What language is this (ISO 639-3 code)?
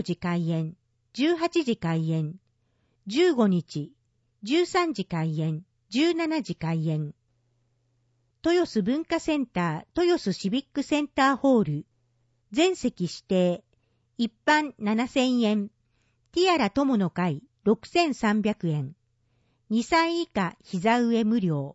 jpn